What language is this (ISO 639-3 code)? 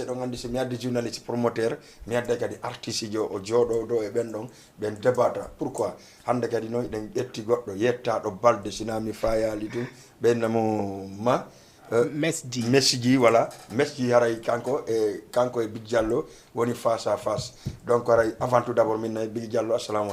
ful